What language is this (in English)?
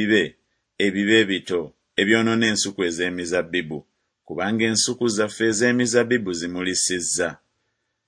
Ganda